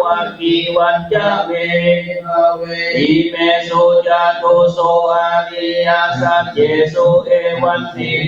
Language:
Pali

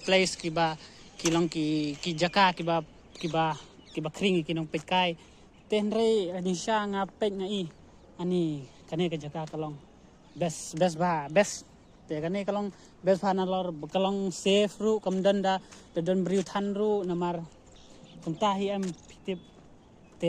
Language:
Khasi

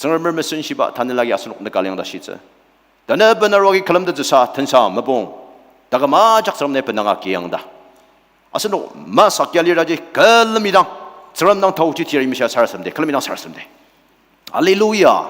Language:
Ao Naga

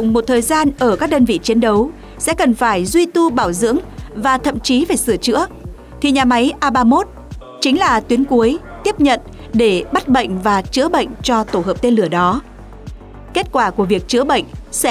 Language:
Vietnamese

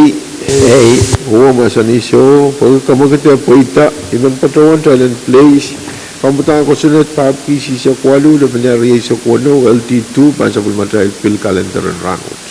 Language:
Pohnpeian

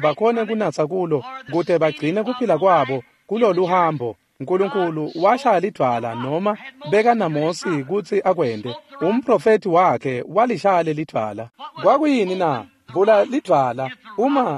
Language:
Swati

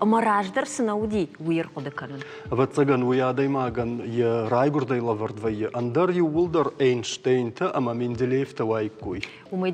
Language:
Ossetic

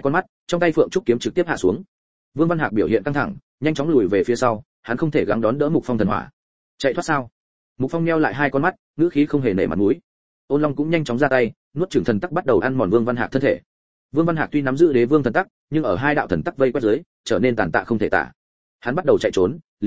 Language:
Vietnamese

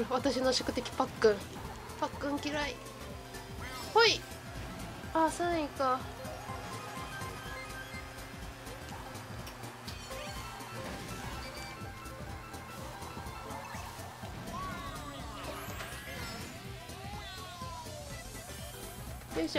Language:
Japanese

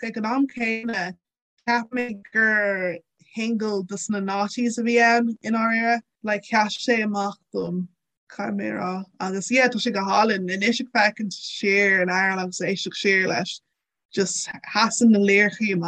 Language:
Irish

